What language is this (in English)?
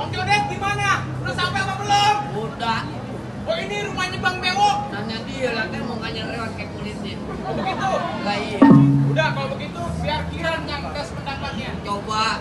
Betawi